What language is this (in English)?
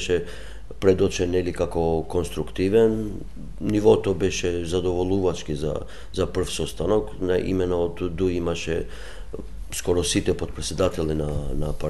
Macedonian